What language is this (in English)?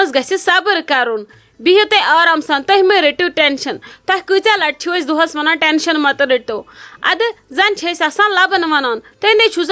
Kashmiri